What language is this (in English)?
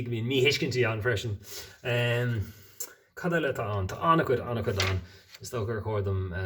Irish